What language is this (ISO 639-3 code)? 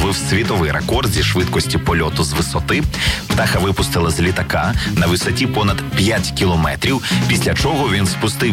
ukr